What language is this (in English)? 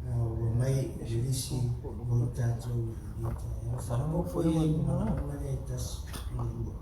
Samoan